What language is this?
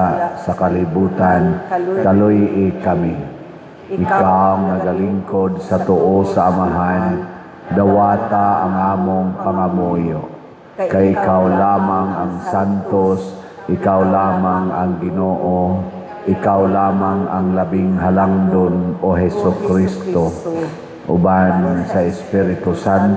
Cebuano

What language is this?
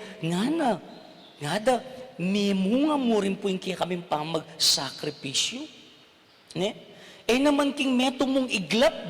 Pampanga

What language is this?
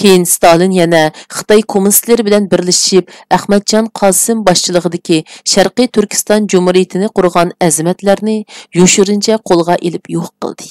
Uyghur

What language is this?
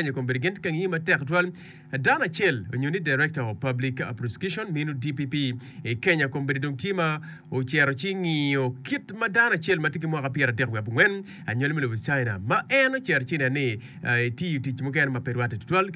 Acoli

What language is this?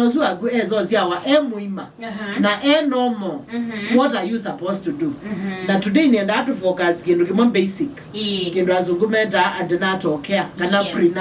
Kamba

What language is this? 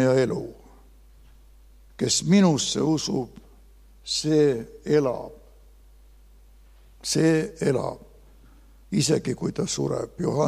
Estonian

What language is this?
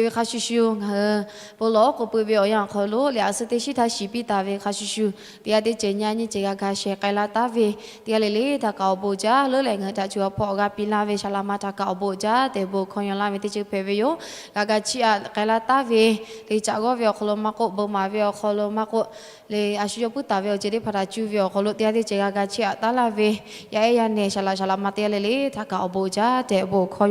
Lahu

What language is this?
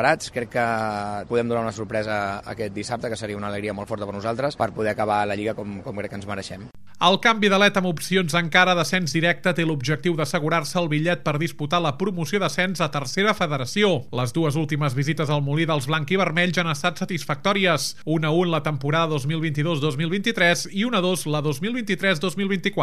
Catalan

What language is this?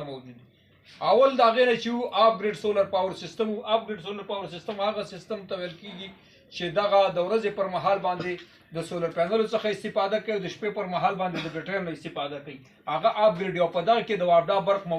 Pashto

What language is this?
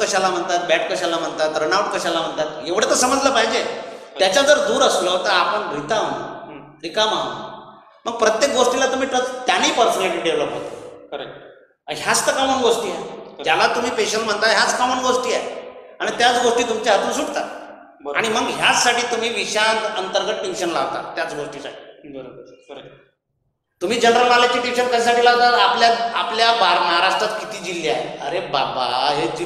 Marathi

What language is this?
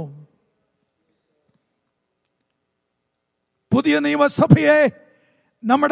Malayalam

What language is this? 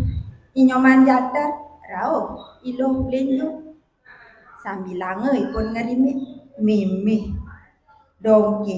Balinese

